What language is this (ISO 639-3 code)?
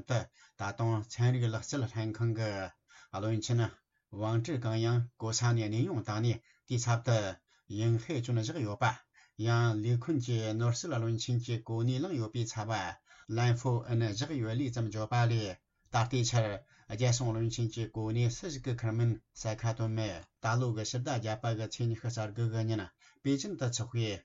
bod